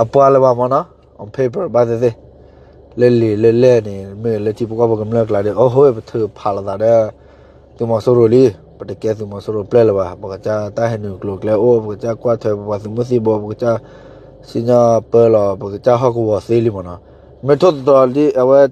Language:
S'gaw Karen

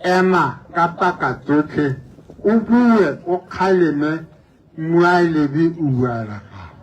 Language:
Tswana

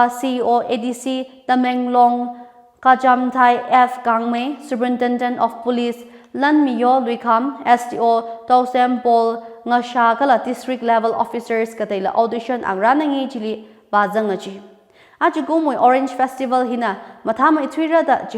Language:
Tangkhul Naga (India)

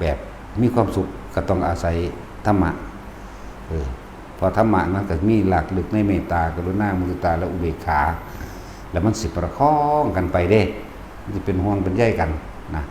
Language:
Northeastern Thai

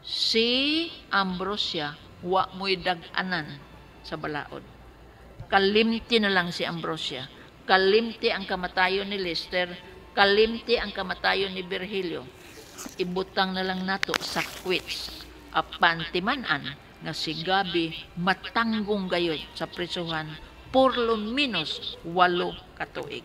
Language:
Cebuano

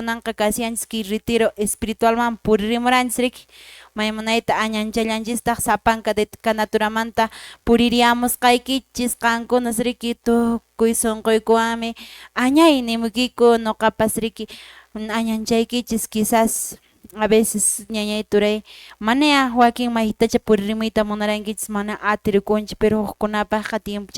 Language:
Quechua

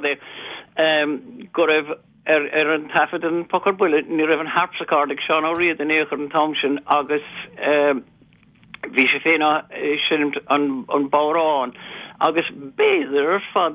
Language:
Irish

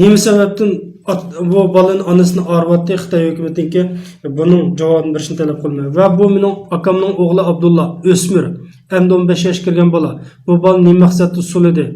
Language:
Uyghur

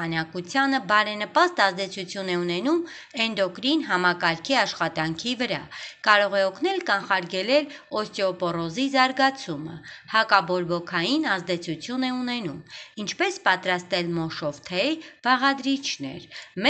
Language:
Armenian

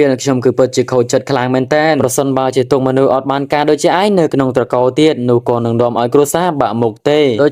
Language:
Khmer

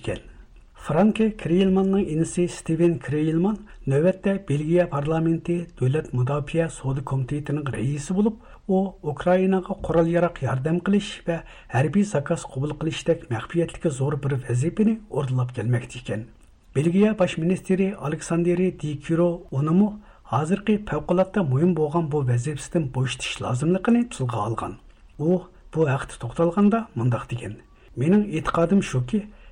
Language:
Uyghur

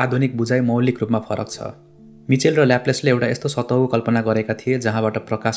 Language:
Nepali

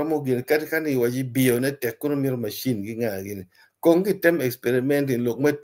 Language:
Acoli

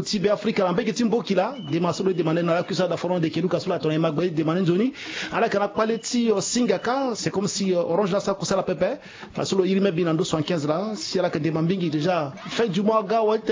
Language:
Sango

